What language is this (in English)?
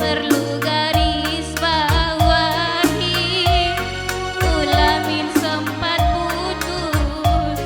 Batak Karo